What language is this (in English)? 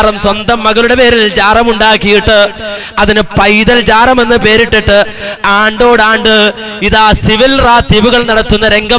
Malayalam